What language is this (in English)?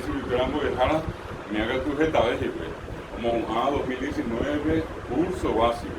Guarani